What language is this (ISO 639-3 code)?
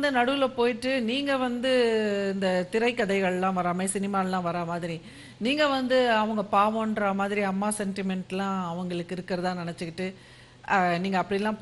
tam